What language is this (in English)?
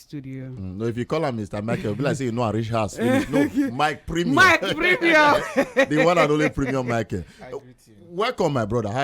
Nigerian Pidgin